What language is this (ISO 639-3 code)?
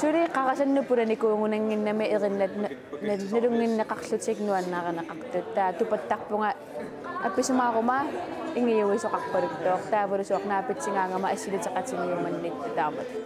kal